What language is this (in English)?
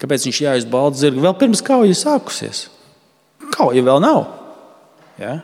Latvian